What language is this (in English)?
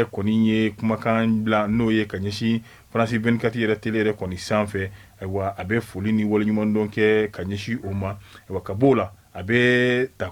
Bambara